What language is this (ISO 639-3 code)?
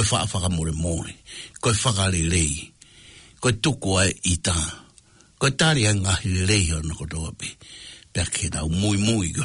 ton